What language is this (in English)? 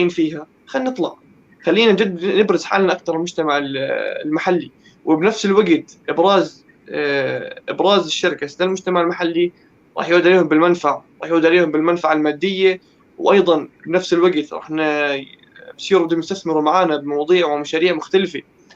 North Levantine Arabic